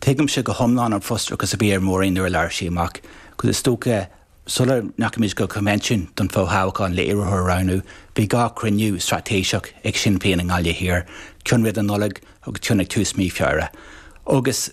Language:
Irish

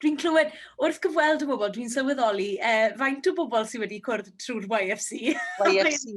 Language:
Welsh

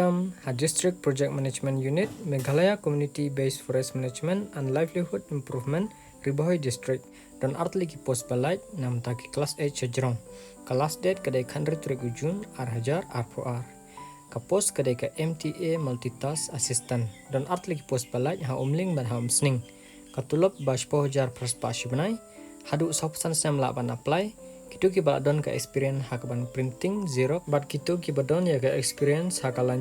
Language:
Khasi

